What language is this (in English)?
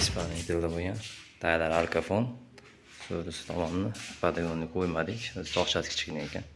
Uzbek